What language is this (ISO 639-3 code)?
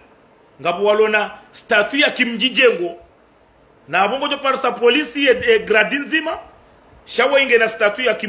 zdj